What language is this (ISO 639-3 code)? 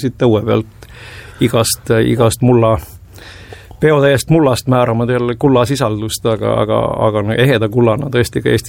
est